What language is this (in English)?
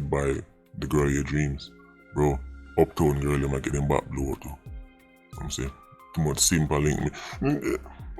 Jamaican Creole English